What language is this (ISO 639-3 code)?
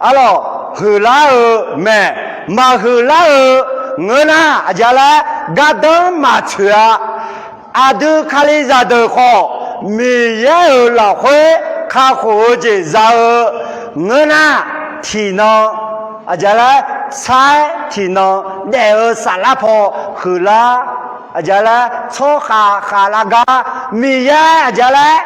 ahk